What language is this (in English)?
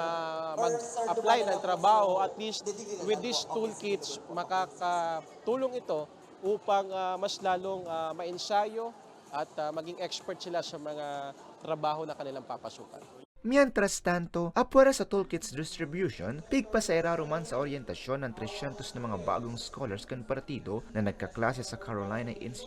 Bikol